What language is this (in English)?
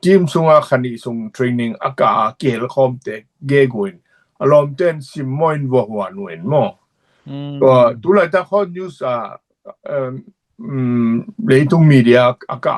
Tedim Chin